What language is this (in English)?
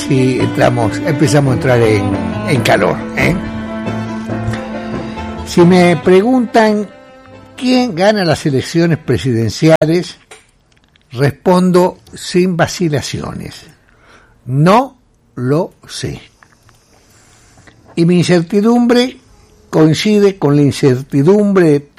Spanish